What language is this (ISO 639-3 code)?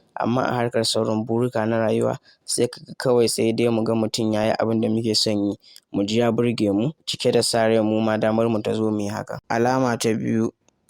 hau